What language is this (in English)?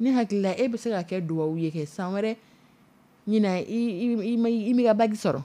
Dyula